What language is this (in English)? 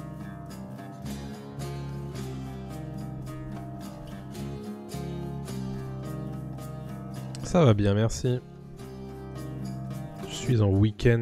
French